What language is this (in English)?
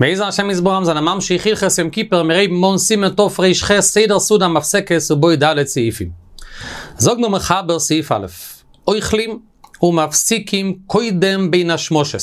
Yiddish